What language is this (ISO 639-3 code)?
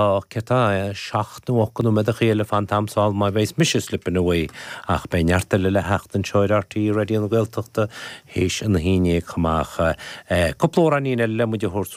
gle